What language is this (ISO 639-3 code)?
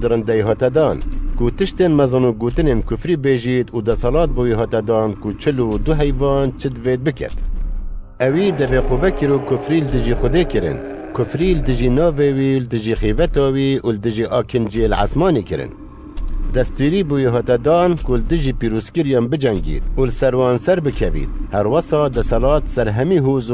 kur